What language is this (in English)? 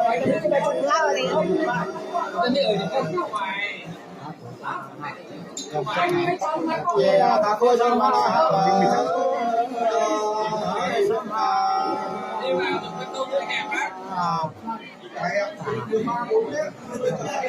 Nung (Viet Nam)